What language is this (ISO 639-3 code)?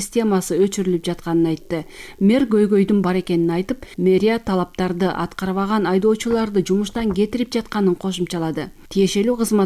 kir